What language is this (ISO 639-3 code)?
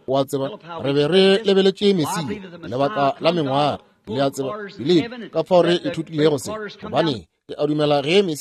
nso